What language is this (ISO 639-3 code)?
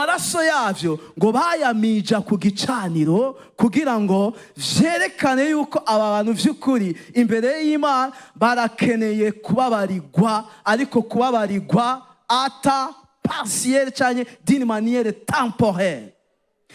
run